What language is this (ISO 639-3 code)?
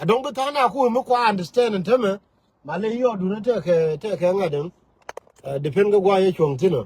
nus